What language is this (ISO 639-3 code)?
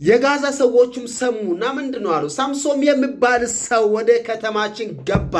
amh